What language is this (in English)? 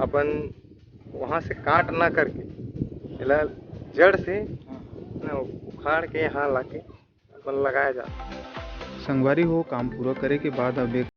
Chhattisgarhi